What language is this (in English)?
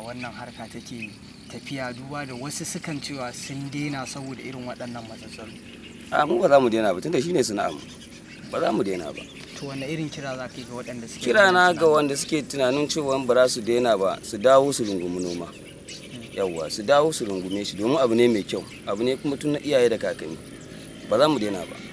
Hausa